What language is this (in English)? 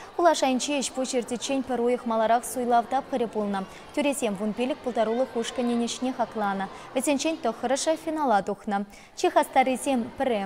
Chuvash